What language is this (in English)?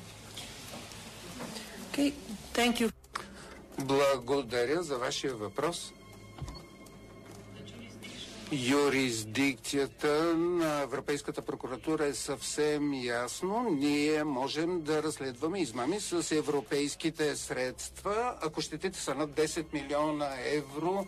Bulgarian